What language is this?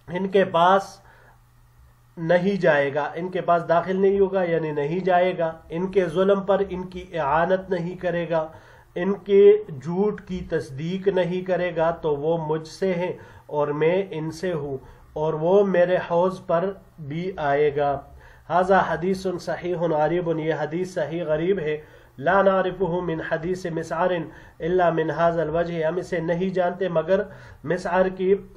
Urdu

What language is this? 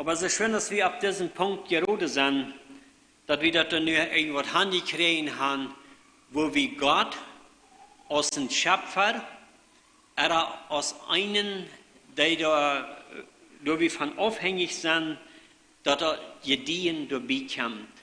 Plautdietsch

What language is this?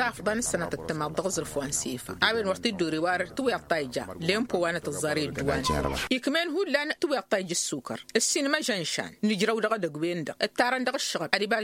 Tamasheq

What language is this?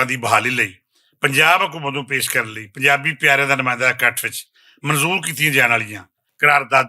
Western Panjabi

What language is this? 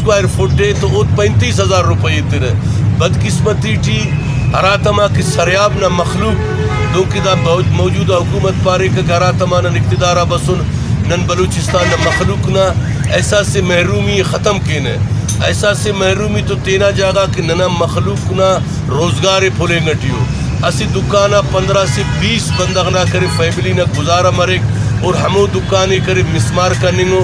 Brahui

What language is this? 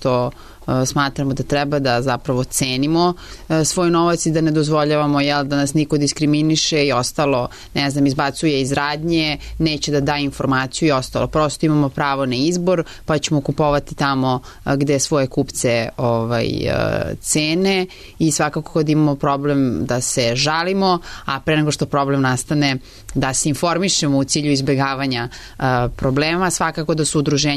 Serbian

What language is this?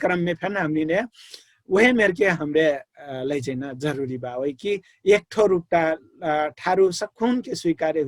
Dangaura Tharu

